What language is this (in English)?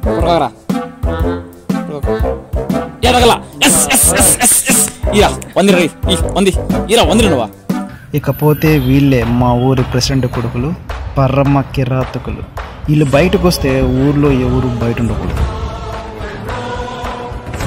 Telugu